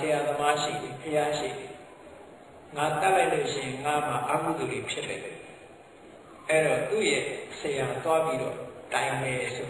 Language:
Burmese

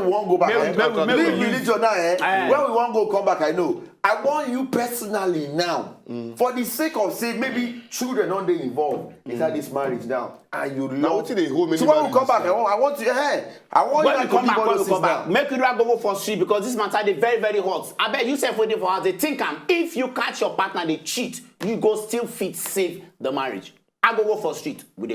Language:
Nigerian Pidgin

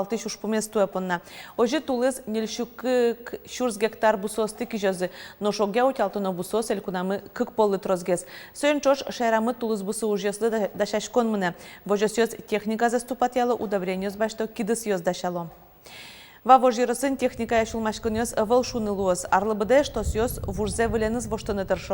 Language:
Udmurt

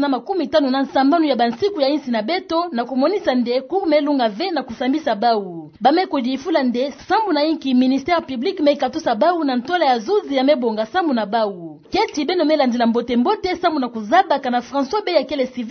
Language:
Kituba (Democratic Republic of Congo)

